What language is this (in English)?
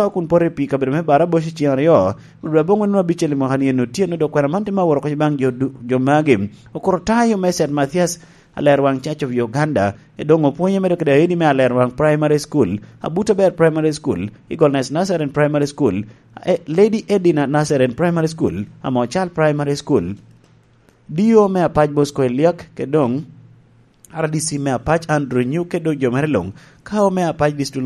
Lango (Uganda)